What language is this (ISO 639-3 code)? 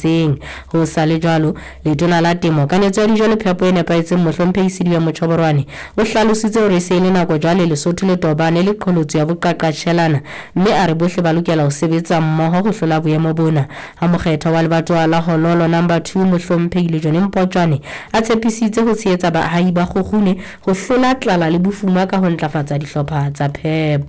sot